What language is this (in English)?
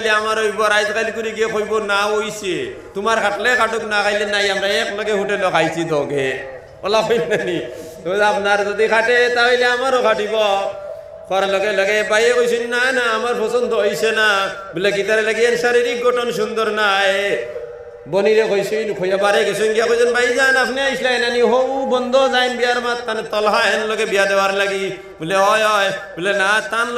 Sylheti